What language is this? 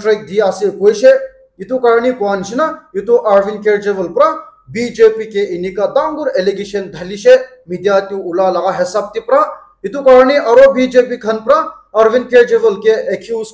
Naga Pidgin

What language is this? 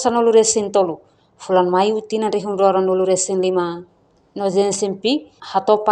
Tetum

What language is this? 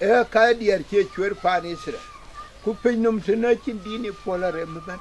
Dinka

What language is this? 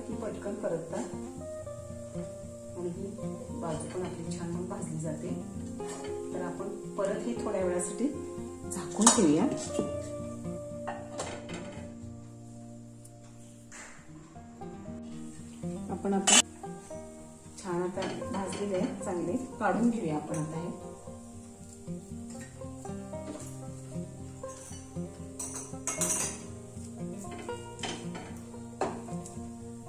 Marathi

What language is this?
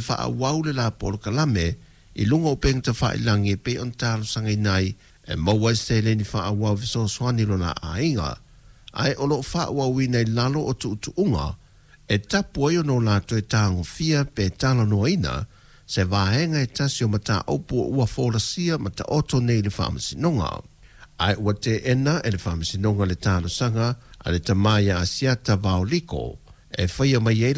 Samoan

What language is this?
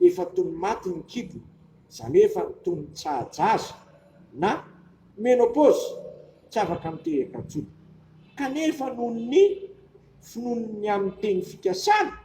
Malagasy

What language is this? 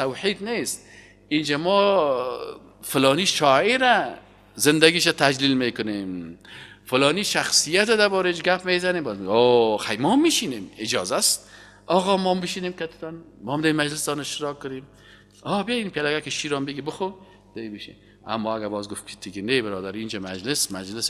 Persian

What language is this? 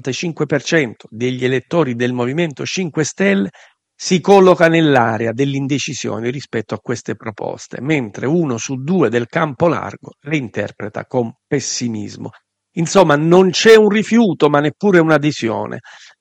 Italian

